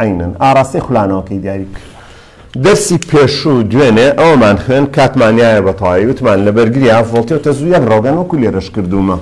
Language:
Central Kurdish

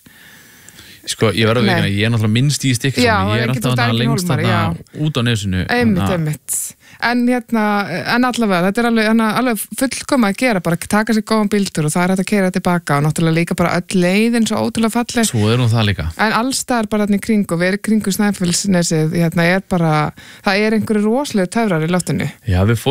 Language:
Icelandic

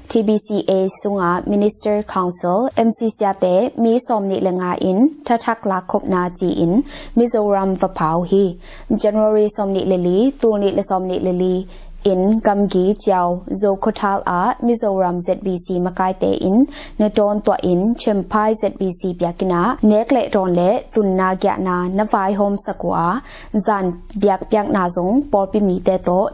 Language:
Tedim Chin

